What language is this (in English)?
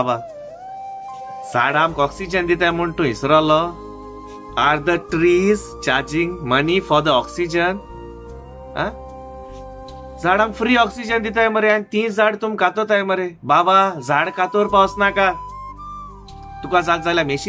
Konkani